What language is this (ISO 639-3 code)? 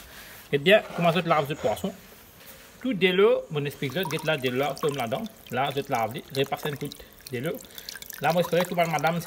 mfe